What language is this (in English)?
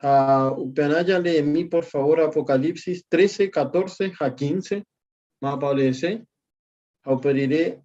Guarani